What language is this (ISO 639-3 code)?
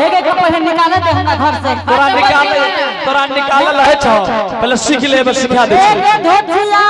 anp